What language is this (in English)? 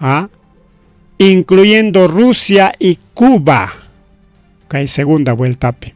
Ayacucho Quechua